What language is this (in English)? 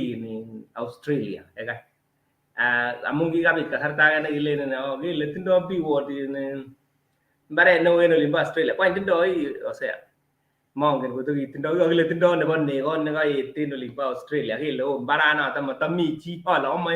Kalenjin